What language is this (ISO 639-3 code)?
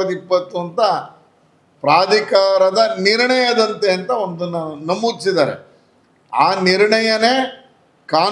kan